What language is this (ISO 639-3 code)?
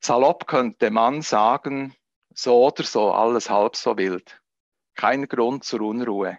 gsw